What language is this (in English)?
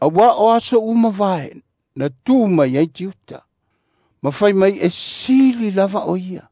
Samoan